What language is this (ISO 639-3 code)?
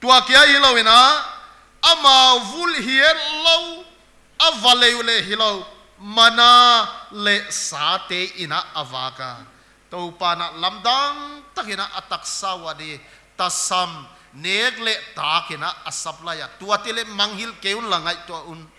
pck